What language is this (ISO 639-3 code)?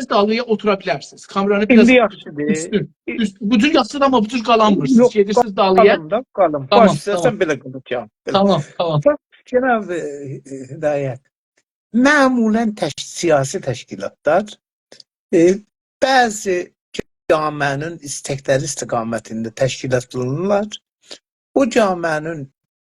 azb